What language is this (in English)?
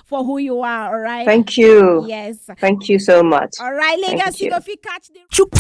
Nigerian Pidgin